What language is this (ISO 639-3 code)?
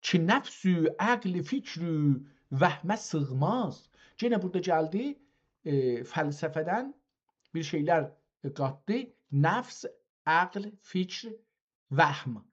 azb